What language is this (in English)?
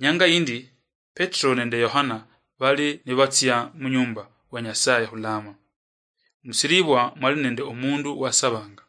Luyia